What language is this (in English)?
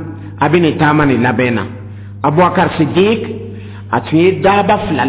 Dyula